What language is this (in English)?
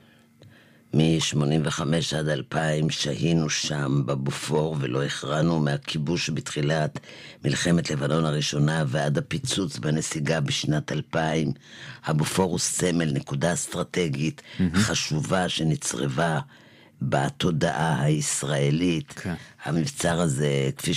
Hebrew